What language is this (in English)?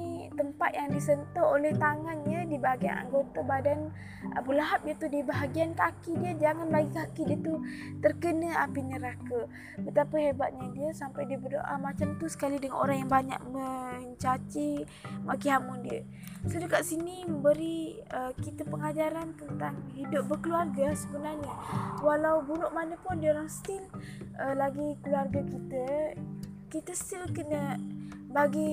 Malay